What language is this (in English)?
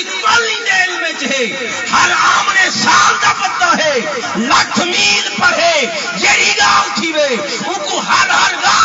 Saraiki